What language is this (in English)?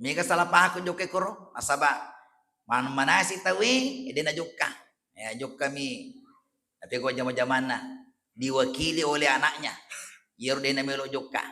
Buginese